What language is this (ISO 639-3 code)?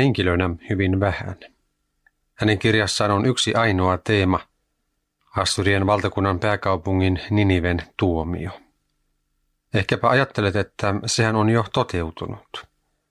fin